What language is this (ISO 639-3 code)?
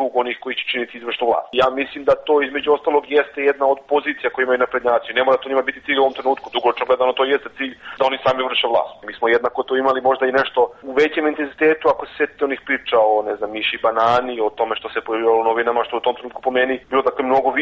srp